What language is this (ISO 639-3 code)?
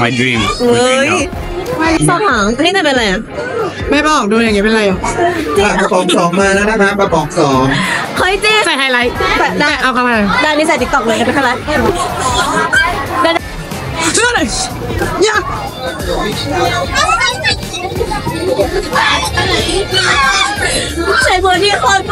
tha